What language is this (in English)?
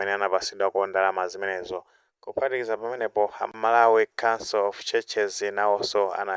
Nyanja